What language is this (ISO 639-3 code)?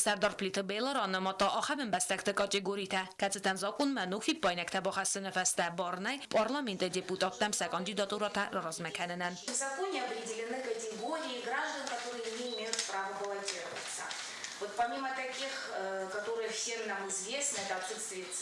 oss